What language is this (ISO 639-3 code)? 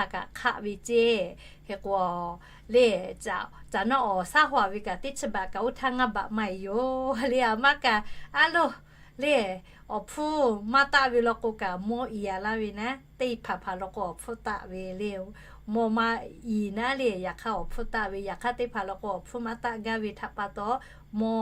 lhu